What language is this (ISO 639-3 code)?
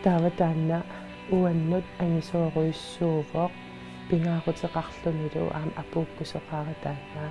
kal